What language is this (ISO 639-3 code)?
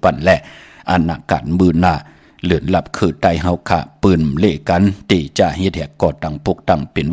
shn